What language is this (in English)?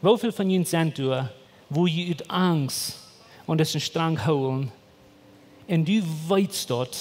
Plautdietsch